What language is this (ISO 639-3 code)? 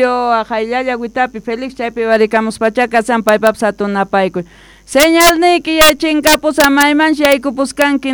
quh